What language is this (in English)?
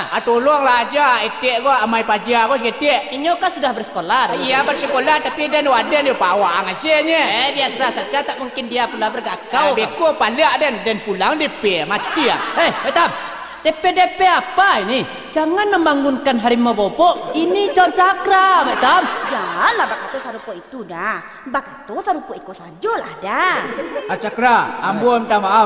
Minangkabau